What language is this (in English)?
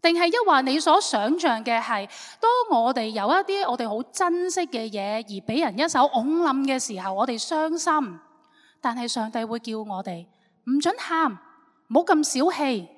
Cantonese